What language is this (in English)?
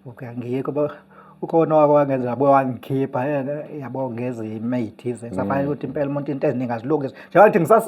Zulu